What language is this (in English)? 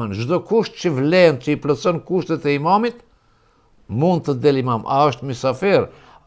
Albanian